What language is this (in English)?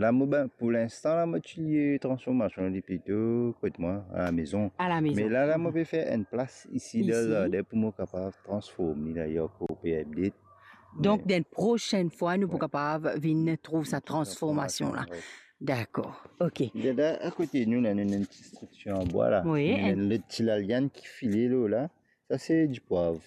Morisyen